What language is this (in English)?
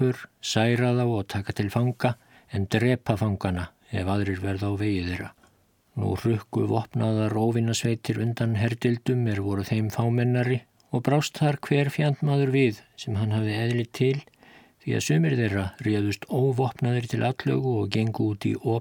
Icelandic